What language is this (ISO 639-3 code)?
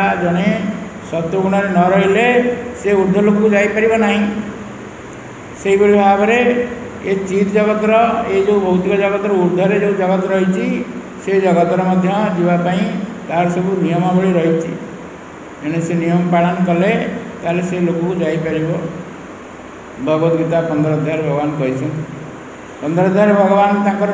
ori